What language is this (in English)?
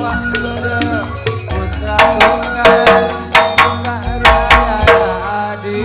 Madurese